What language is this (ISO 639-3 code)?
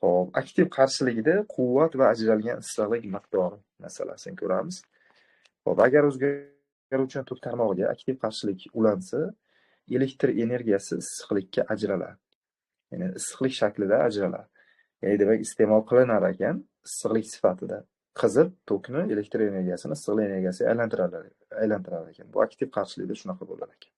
uzb